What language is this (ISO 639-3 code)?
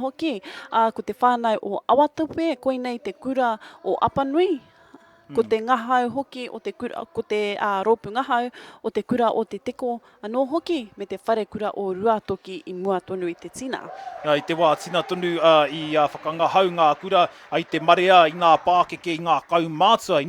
mri